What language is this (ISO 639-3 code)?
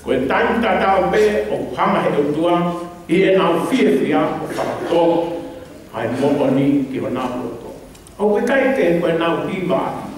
ton